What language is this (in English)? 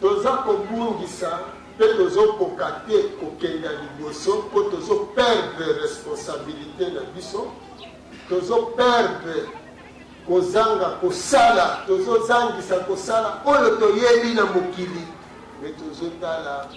Lingala